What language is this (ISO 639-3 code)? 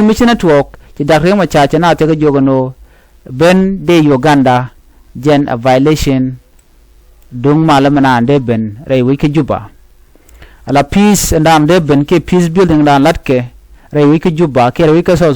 nus